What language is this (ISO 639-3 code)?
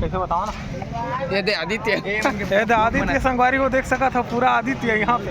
hne